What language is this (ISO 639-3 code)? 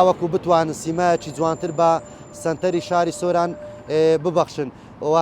ckb